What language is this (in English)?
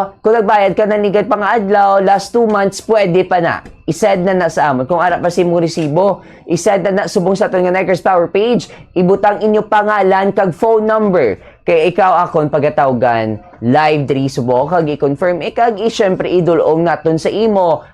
Hiligaynon